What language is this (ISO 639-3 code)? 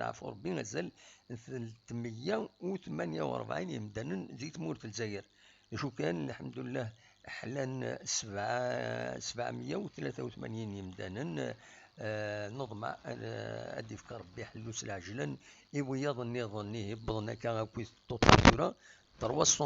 kab